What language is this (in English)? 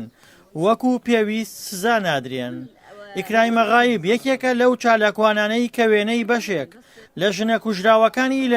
Central Kurdish